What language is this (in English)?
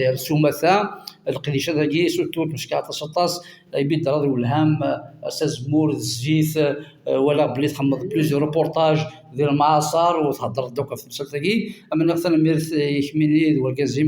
Kabyle